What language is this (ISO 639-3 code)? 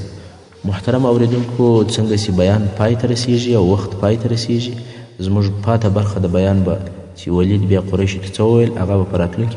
pus